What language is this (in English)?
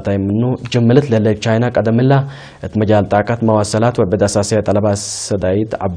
Tigre